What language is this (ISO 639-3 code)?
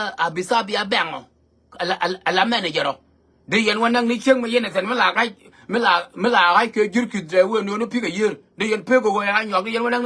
nus